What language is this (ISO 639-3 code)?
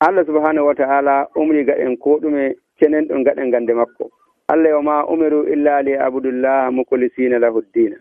fuv